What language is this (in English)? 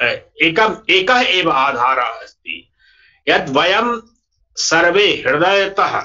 Sanskrit